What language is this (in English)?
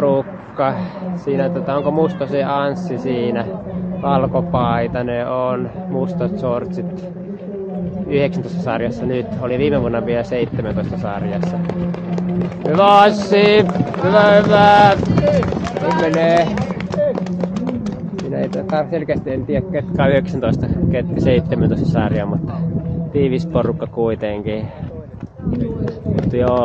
Finnish